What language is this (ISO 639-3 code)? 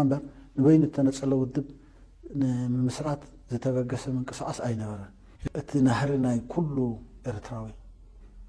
tir